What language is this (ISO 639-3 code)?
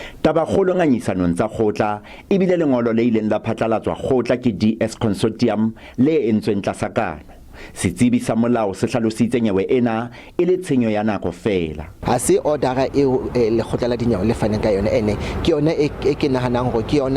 sot